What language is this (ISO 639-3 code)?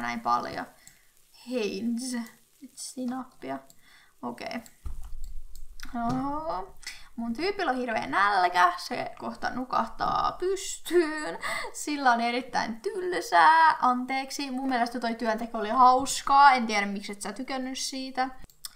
fin